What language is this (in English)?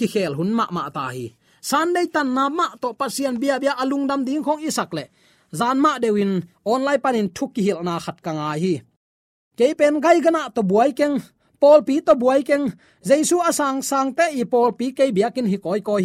Tedim Chin